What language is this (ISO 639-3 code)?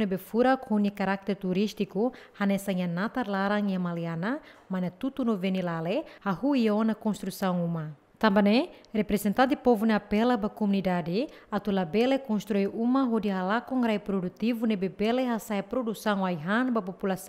tet